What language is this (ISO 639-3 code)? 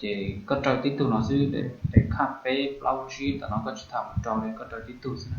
hmn